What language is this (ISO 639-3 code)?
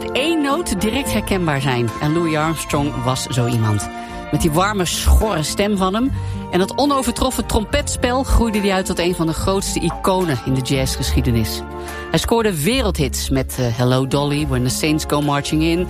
nld